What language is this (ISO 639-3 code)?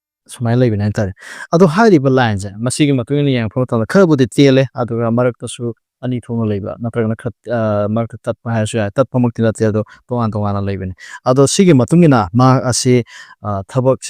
mni